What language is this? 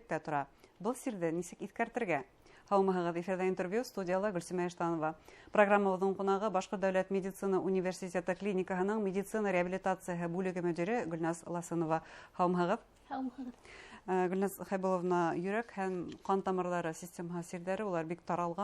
Bashkir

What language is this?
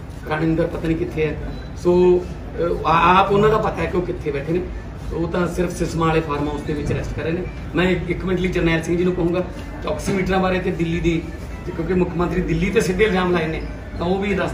Punjabi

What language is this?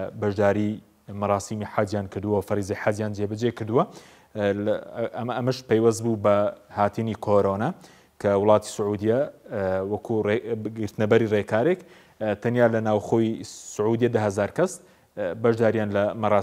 Central Kurdish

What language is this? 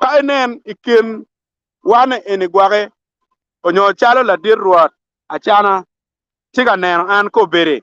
Acoli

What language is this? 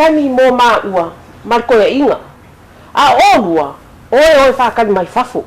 Samoan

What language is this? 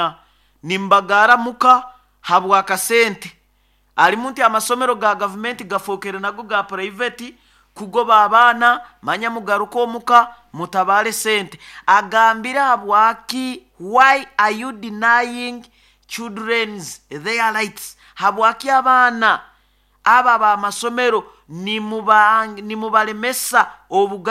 Nyoro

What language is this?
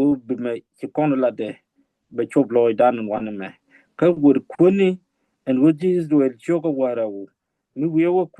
Nuer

